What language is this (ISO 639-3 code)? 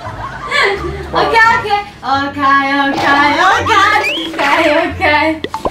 ind